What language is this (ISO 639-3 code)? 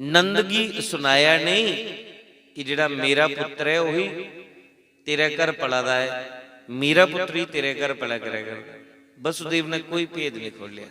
doi